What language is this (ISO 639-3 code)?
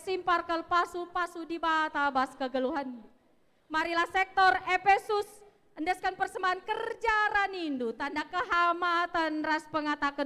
btx